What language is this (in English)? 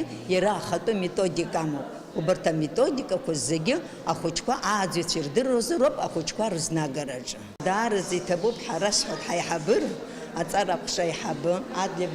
Abkhazian